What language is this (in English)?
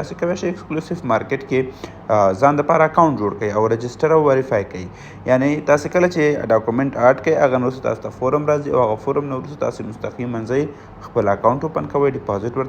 Pashto